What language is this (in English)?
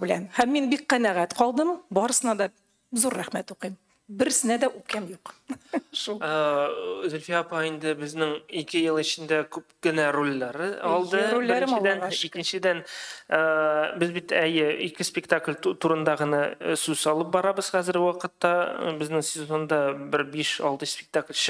Tatar